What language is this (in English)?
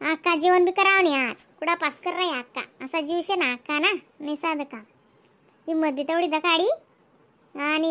Khandesi